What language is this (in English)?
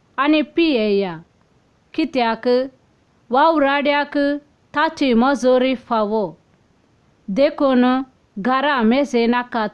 Konkani